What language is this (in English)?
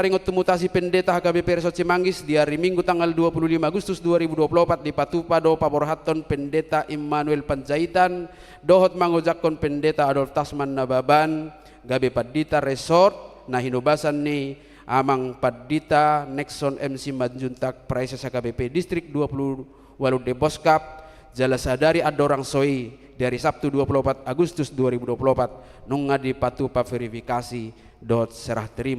Batak Toba